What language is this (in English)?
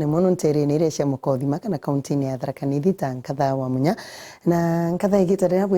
Meru